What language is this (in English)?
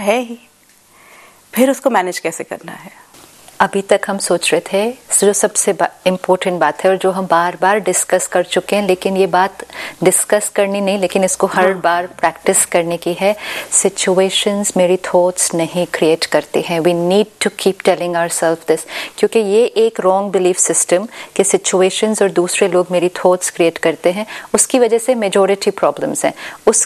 Hindi